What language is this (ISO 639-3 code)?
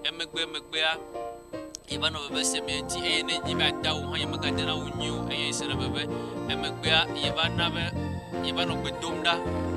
ewe